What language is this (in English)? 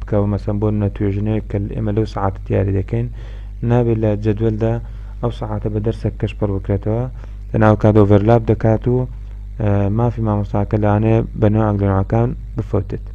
Central Kurdish